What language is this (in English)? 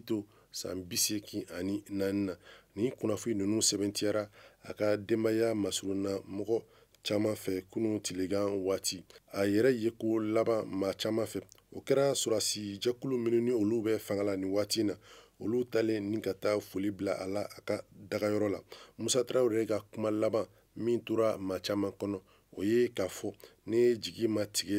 Bambara